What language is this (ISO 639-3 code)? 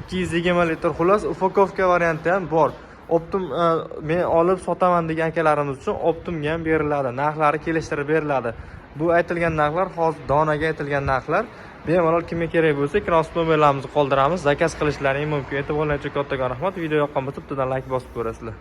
uzb